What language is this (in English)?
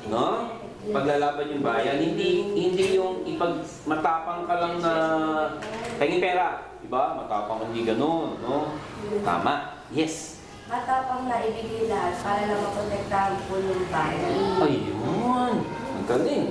Filipino